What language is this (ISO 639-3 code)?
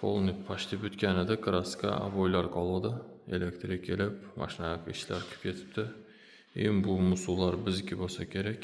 uzb